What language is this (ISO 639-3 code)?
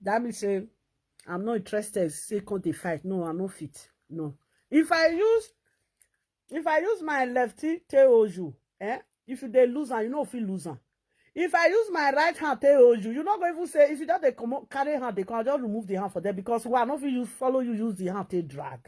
pcm